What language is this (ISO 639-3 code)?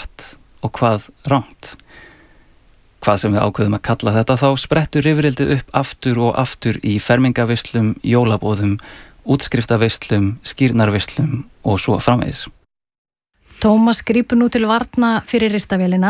isl